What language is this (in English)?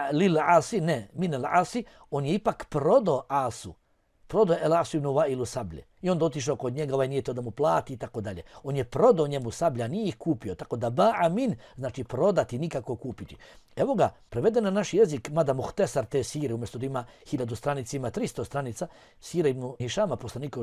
Bosnian